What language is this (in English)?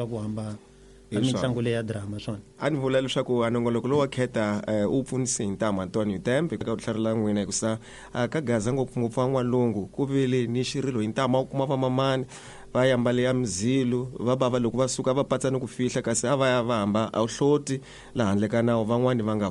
Tsonga